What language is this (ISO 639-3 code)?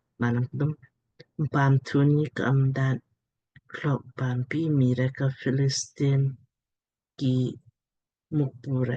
lmk